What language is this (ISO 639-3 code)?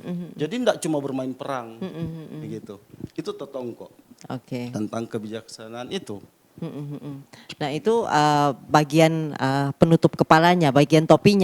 xmm